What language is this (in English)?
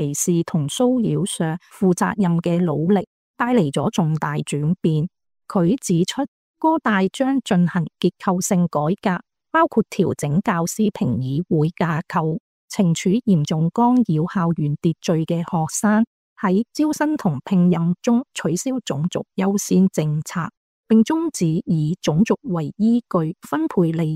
Cantonese